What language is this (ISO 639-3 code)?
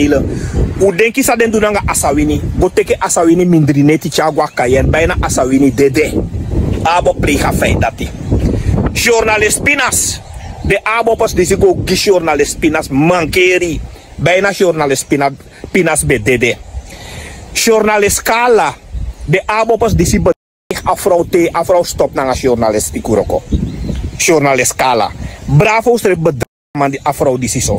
srn